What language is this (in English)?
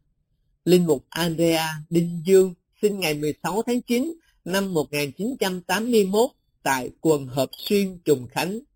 Vietnamese